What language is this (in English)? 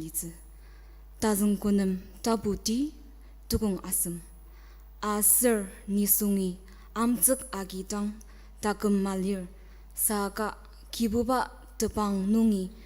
Ao Naga